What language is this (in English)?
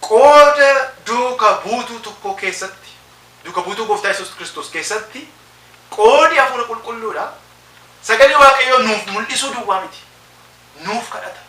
Oromo